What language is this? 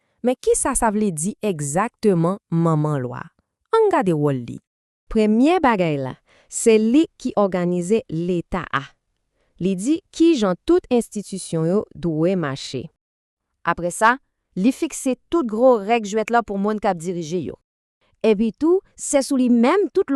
Haitian Creole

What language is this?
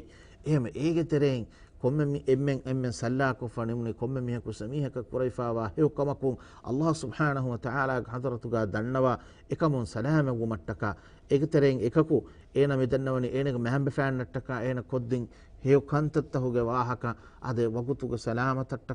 Divehi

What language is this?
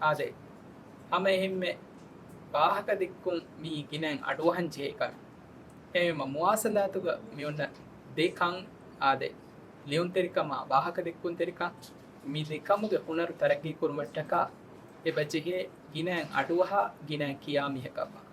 Divehi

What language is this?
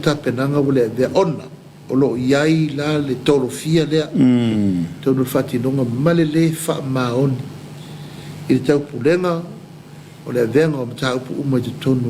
Samoan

